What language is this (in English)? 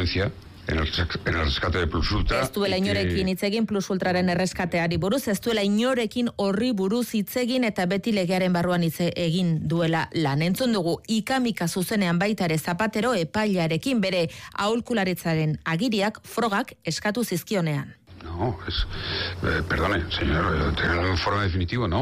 Basque